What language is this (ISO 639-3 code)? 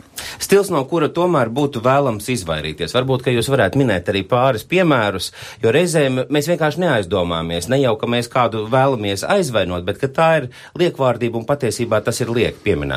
lav